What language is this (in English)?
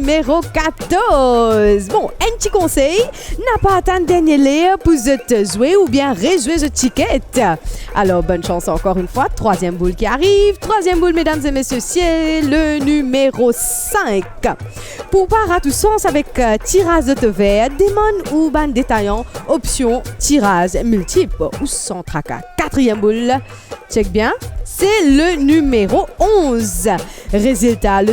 Morisyen